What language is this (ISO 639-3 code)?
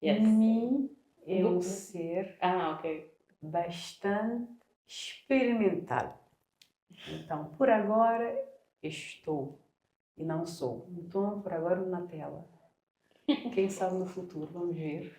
kea